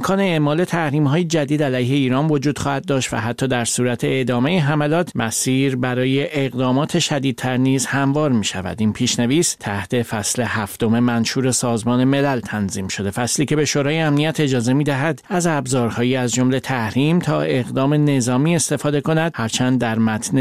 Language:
Persian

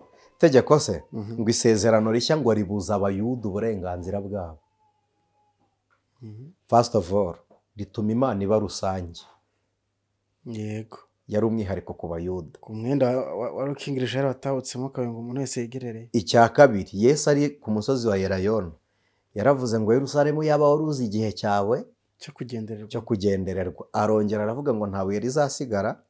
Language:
Kinyarwanda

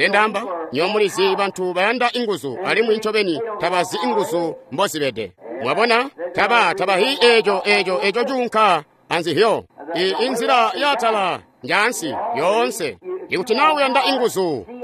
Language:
Tonga (Zambia)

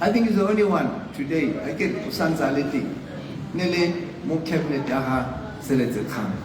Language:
Tswana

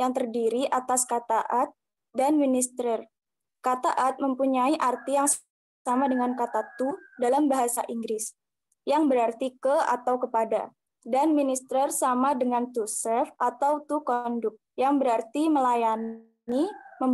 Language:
Indonesian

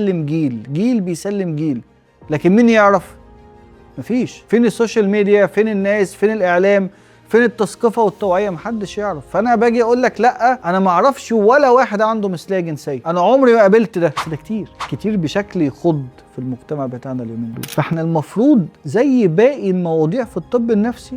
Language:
Egyptian Arabic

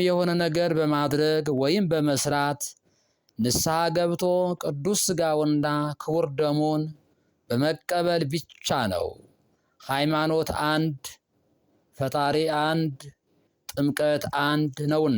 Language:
Amharic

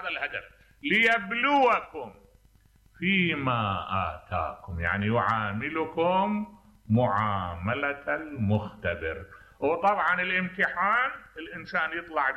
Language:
Mesopotamian Arabic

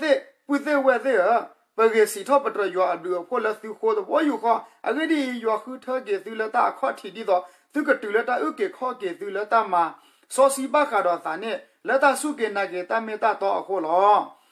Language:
S'gaw Karen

